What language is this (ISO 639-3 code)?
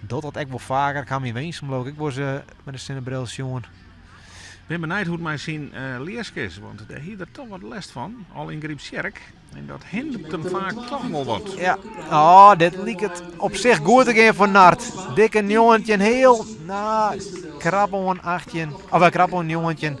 fry